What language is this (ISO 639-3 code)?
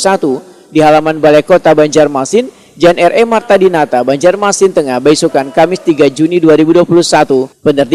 bjn